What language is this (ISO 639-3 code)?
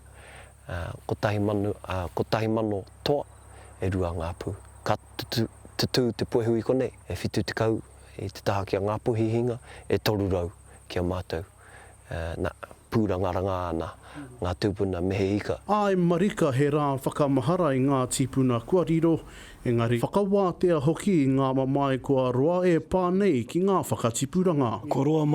mri